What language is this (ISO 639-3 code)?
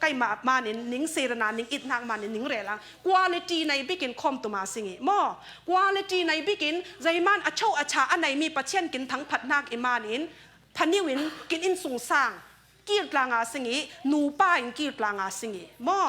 cfm